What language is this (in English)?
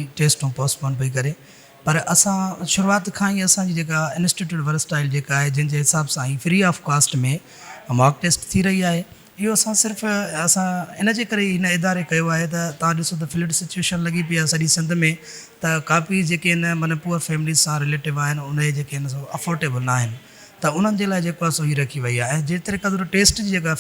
Sindhi